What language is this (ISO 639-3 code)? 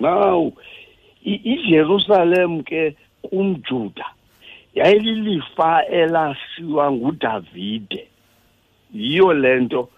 xho